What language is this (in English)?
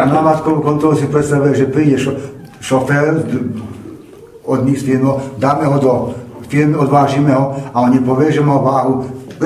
Slovak